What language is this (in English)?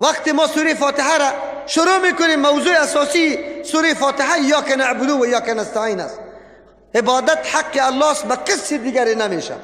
Persian